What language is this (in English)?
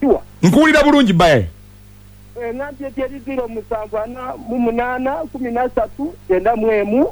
Ganda